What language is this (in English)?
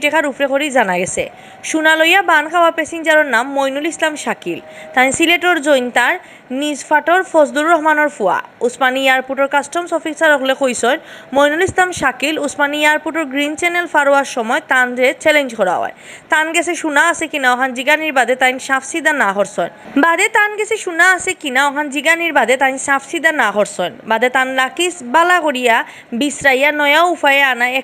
Sylheti